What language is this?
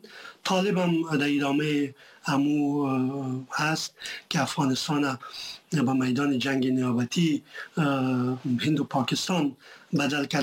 Persian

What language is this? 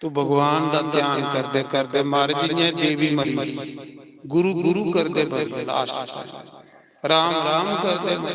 Dogri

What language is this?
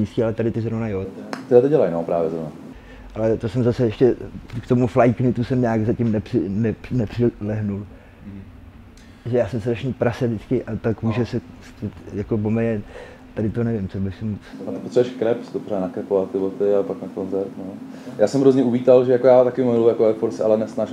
Czech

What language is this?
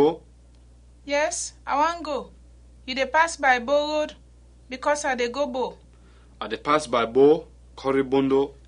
Krio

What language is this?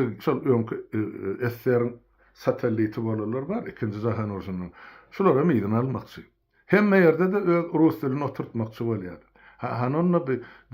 Turkmen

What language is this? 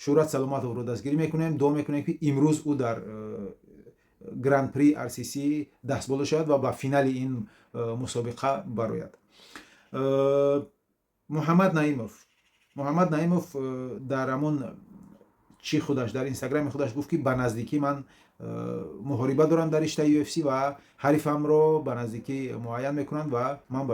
Tajik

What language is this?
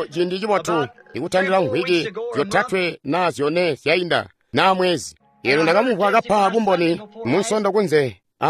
Tonga (Zambia)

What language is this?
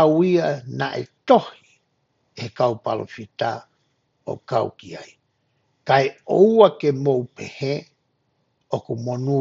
Tongan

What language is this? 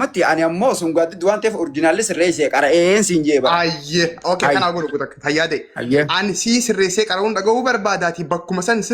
Oromo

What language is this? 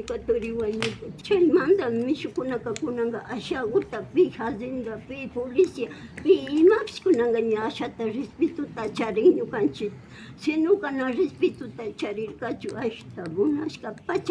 Imbabura Highland Quichua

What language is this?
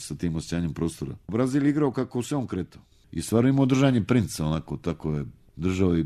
Serbian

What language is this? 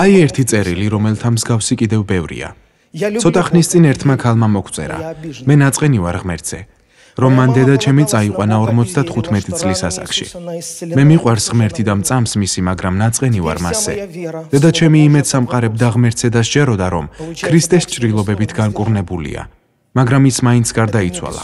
Georgian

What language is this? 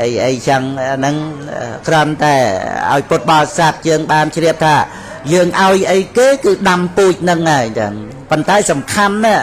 Khmer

